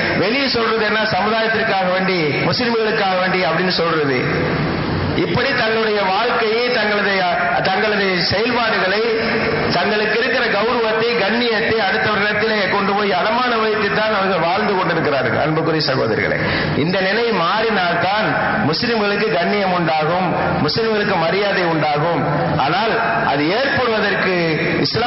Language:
Tamil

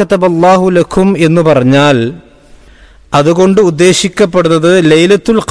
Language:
Malayalam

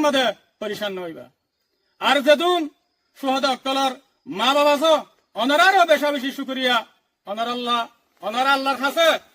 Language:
Rohingya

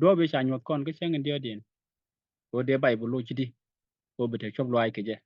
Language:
Nuer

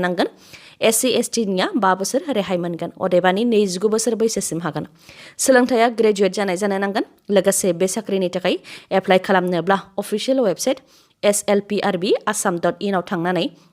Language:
Bodo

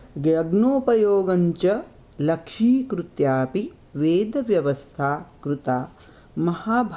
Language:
Sanskrit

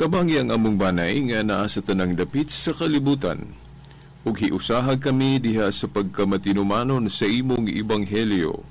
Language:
Cebuano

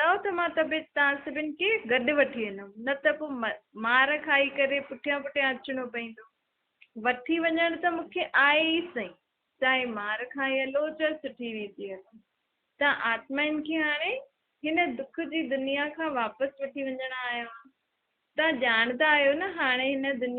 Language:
Sindhi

